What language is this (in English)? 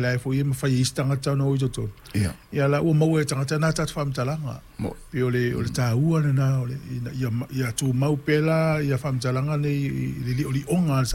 Samoan